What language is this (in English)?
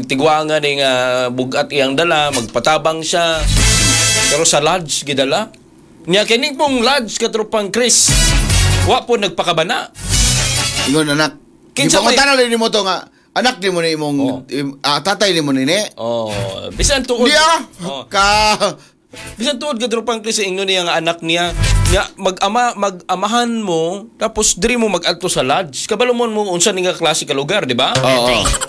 Cebuano